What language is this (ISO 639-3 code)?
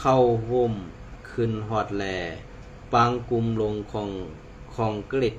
shn